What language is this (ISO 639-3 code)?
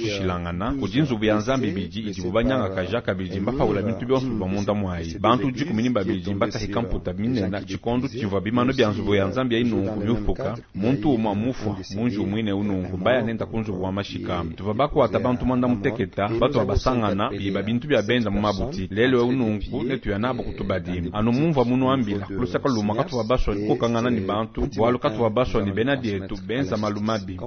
lua